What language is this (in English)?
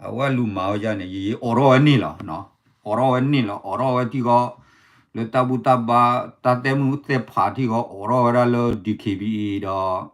S'gaw Karen